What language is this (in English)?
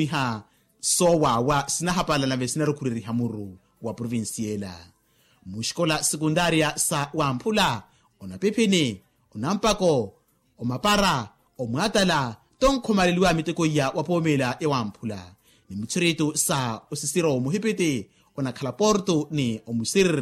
Makhuwa